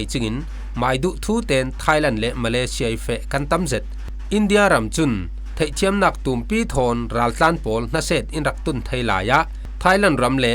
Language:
Falam Chin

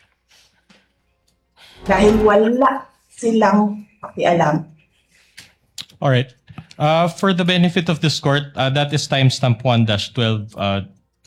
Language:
Filipino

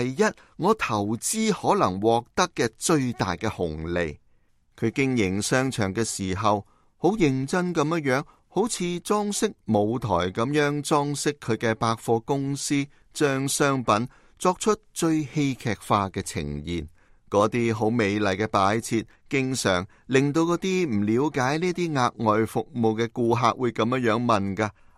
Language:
Cantonese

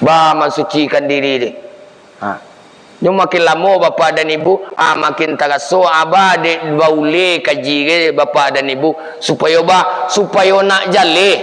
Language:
Minangkabau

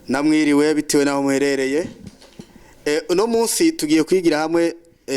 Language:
Rundi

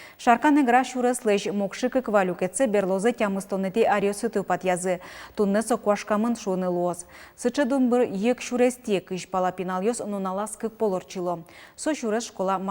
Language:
Udmurt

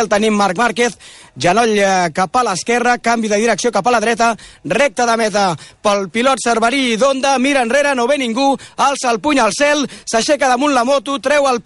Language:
Catalan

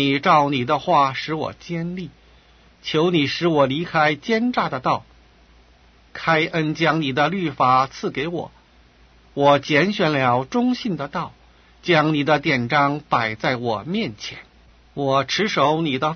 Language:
Chinese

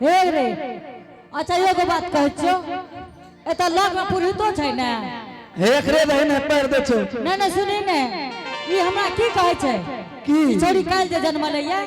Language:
Angika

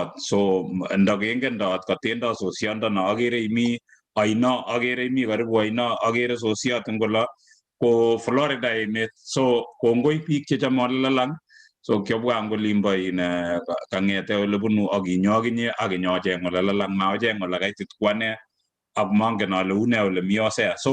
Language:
Kalenjin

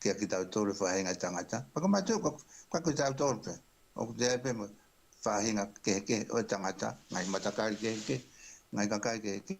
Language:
Tongan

